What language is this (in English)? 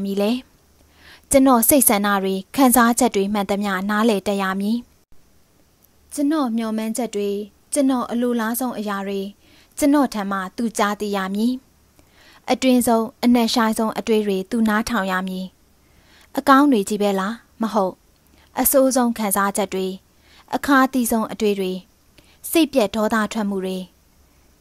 Burmese